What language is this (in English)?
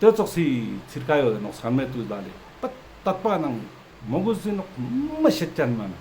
Ladakhi